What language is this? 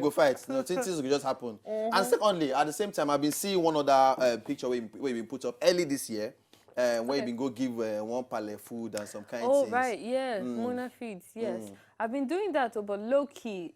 Nigerian Pidgin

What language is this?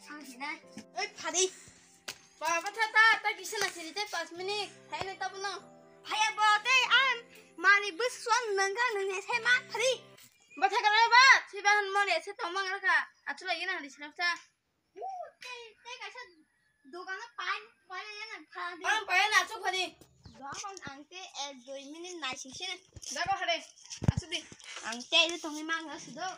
Kok Borok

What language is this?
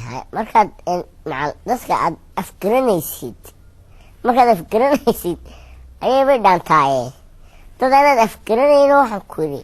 Somali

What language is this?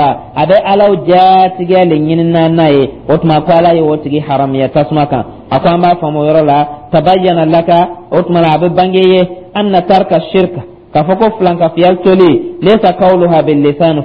Dyula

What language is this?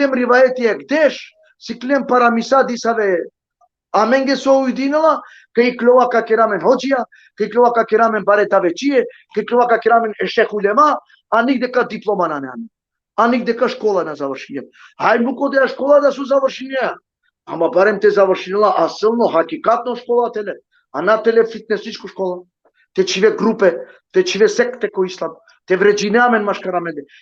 Balkan Romani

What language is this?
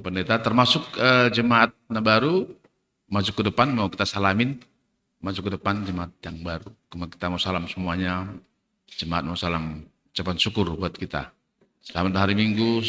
Batak Simalungun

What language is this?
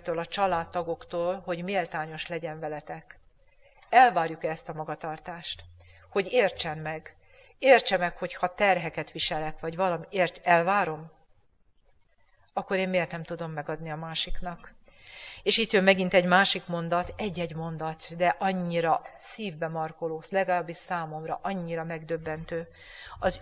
Hungarian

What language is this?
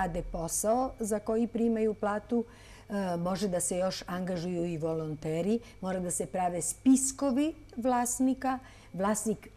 Serbian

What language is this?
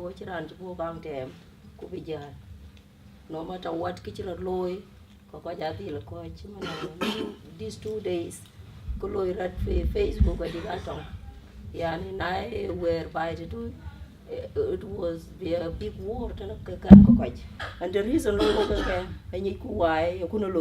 Dinka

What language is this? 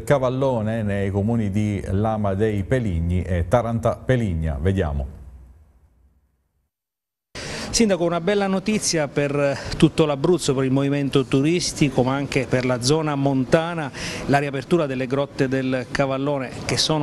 Italian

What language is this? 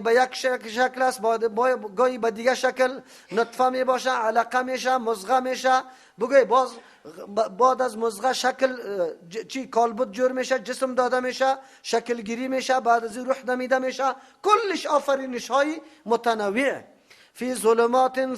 Persian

